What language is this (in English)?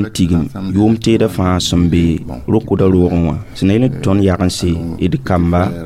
Mossi